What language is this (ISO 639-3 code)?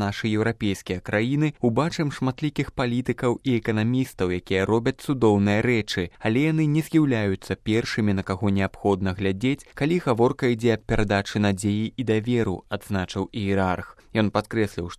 bel